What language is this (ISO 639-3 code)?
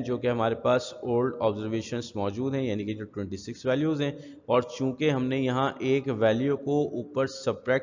urd